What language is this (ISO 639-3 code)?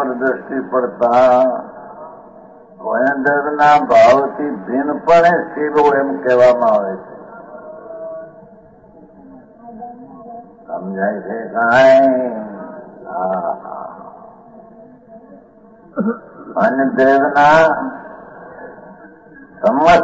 guj